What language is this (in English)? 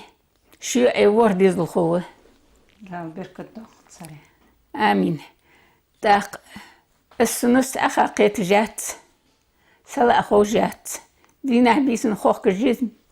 Ingush